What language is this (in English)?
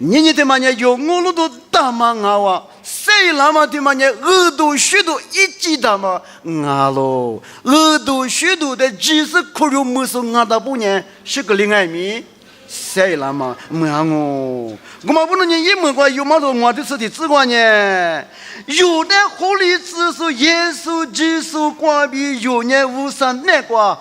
Lisu